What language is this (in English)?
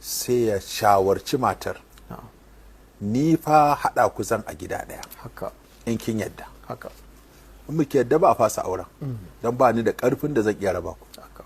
Hausa